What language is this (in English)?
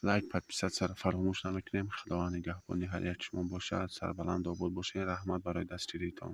Tajik